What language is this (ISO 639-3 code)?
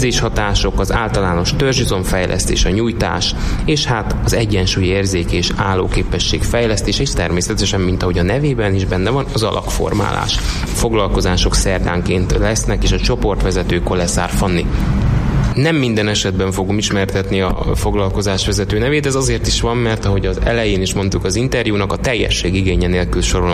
hun